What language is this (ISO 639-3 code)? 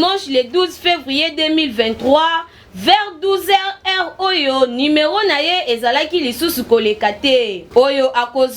lin